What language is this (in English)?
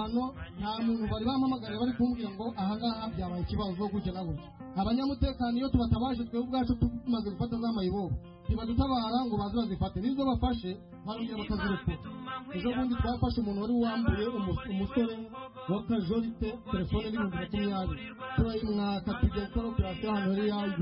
Kinyarwanda